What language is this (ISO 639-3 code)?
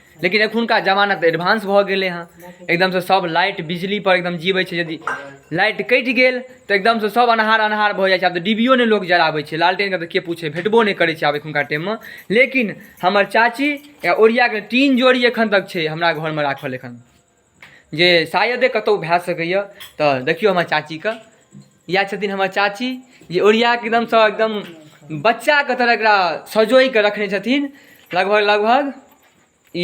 mai